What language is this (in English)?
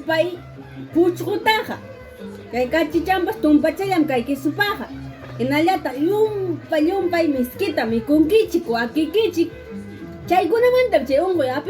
Ayacucho Quechua